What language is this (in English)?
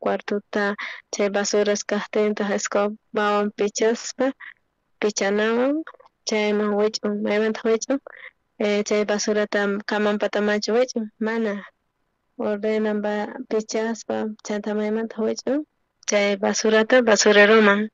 South Bolivian Quechua